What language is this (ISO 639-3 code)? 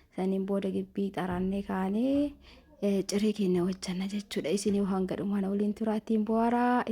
orm